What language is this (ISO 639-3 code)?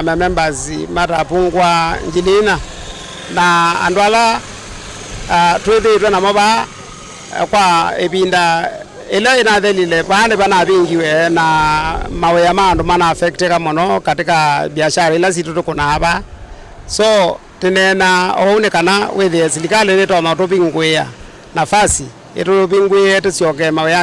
kam